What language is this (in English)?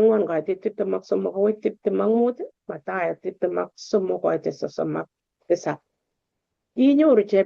Kalenjin